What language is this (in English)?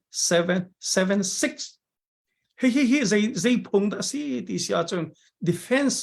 Hakha Chin